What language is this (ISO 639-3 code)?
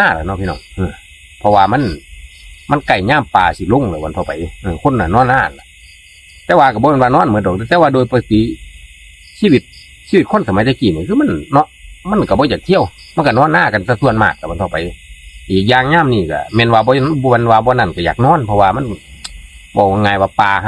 tts